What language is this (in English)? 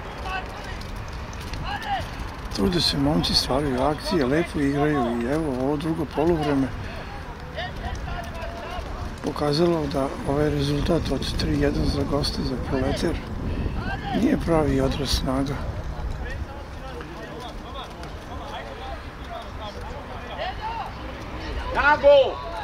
Serbian